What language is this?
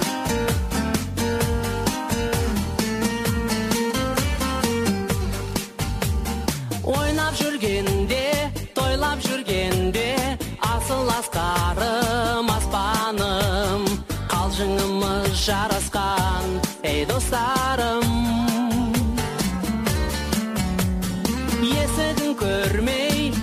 Kazakh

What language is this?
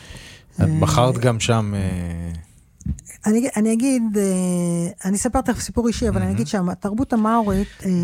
Hebrew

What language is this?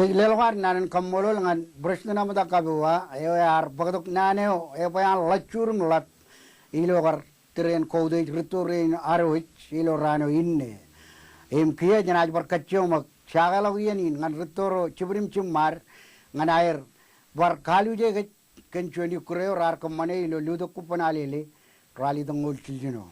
Marshallese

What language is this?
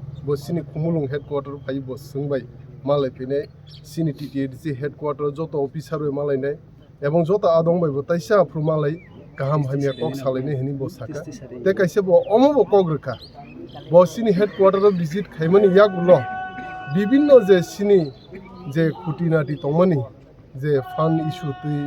Kok Borok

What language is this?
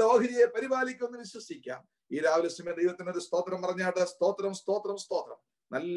Malayalam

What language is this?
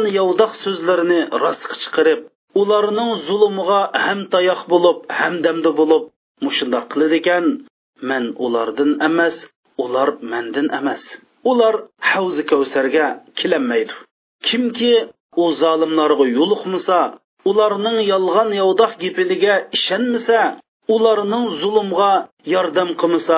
Uyghur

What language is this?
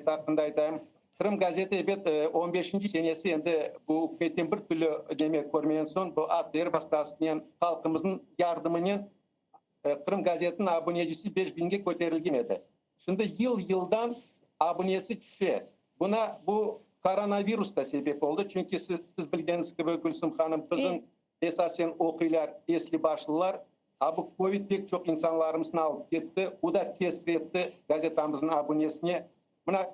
Crimean Tatar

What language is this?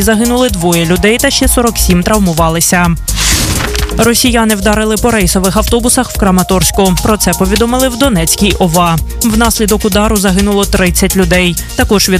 Ukrainian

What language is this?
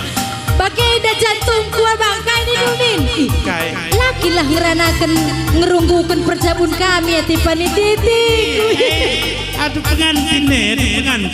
Batak Karo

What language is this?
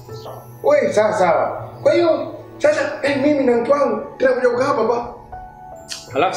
Swahili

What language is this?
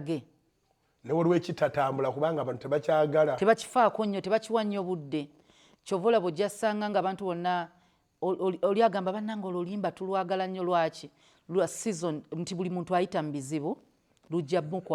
Ganda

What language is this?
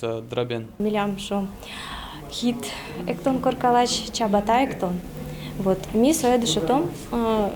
Udmurt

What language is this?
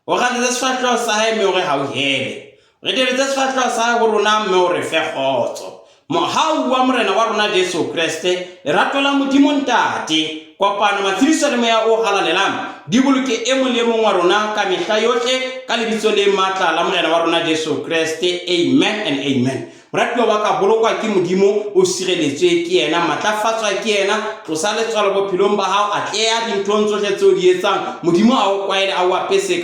Southern Sotho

